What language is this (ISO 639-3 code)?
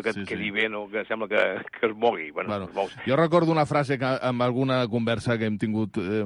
cat